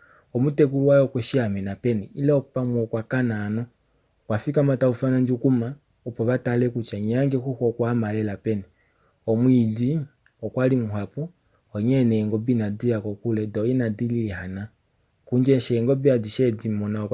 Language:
Kuanyama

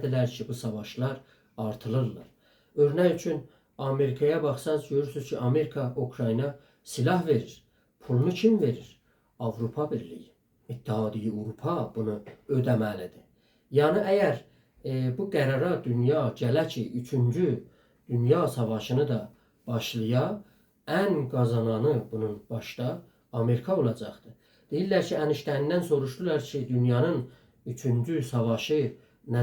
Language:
South Azerbaijani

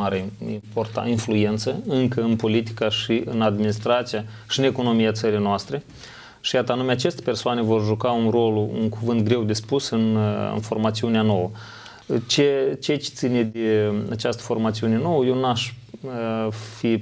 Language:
Romanian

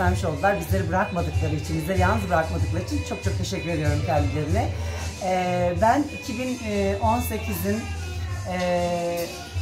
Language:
Turkish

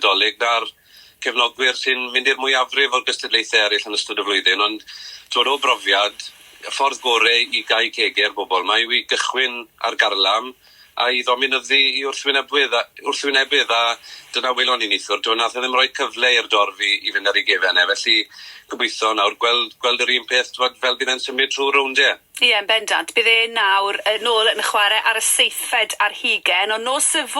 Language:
Welsh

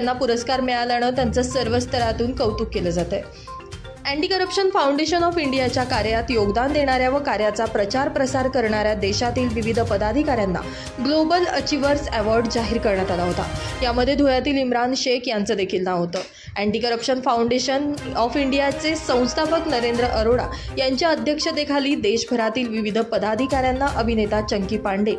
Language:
Marathi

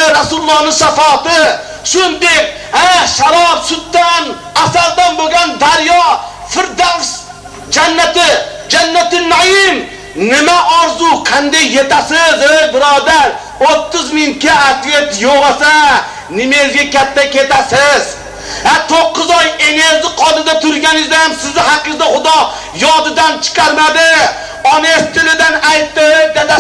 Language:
Uzbek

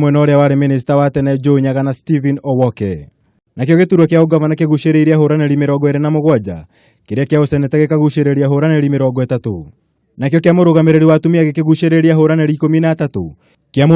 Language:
Kikuyu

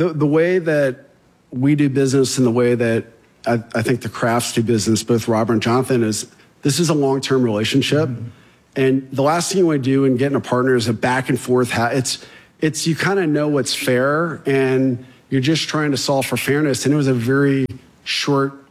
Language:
English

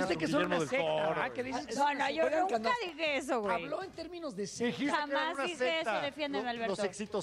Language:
Spanish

